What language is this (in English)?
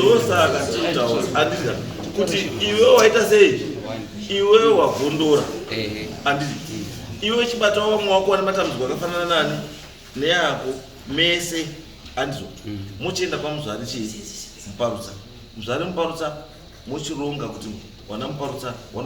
Shona